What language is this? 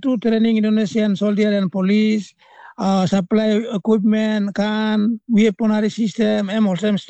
Tok Pisin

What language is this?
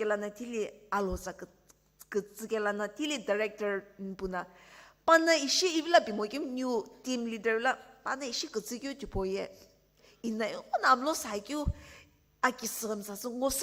Sumi Naga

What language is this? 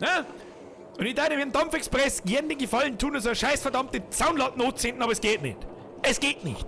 Bavarian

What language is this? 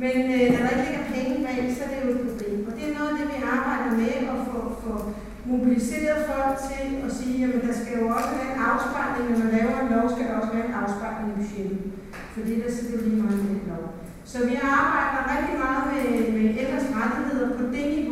Danish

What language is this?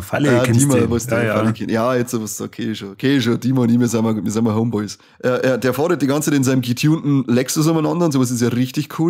Bavarian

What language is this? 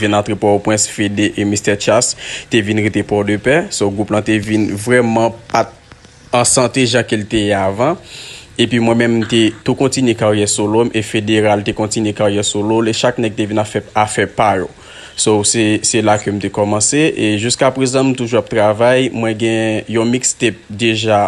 Haitian Creole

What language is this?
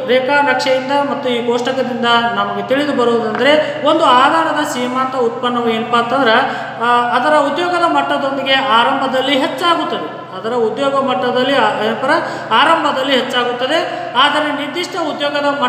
Kannada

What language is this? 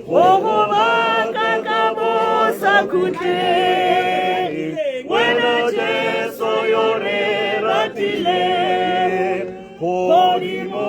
Tswana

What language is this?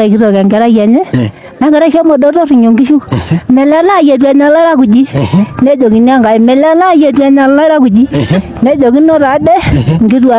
Masai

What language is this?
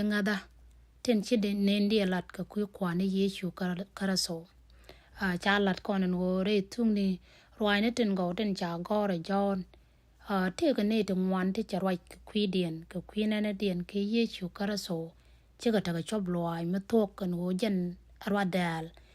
Nuer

